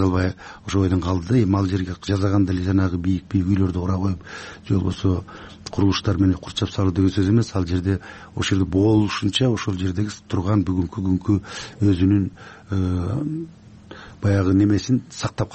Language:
Kyrgyz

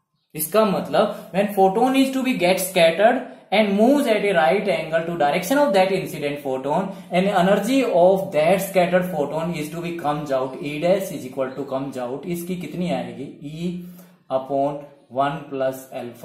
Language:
Hindi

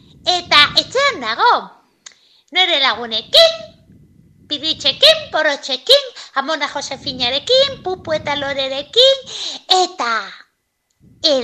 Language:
Basque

